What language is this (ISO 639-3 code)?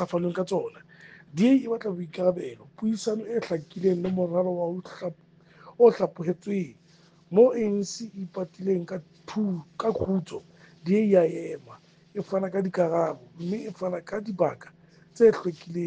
sot